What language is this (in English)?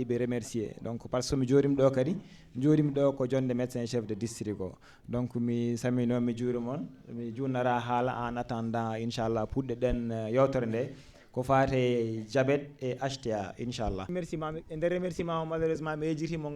Fula